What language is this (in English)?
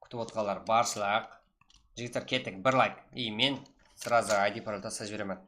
Kara-Kalpak